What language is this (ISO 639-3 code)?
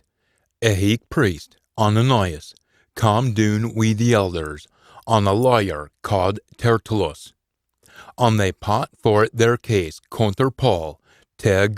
sco